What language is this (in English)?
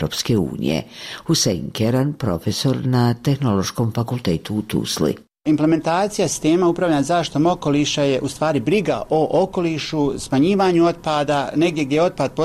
Bosnian